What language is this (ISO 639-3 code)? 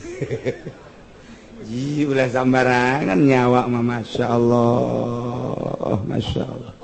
sun